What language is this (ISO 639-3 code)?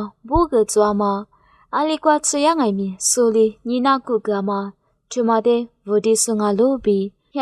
lis